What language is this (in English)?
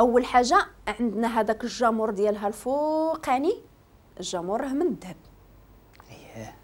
Moroccan Arabic